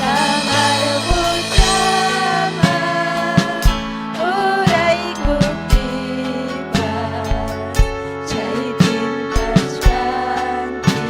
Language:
Ayacucho Quechua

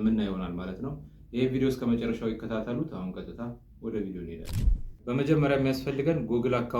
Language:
Amharic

